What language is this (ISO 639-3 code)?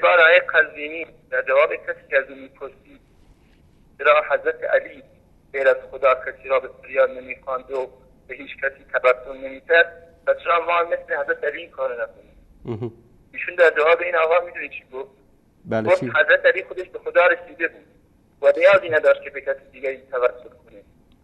fas